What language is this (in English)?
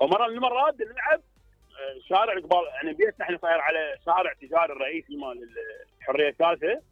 Mesopotamian Arabic